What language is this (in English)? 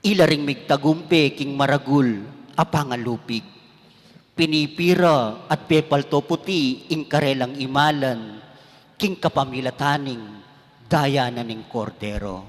Pampanga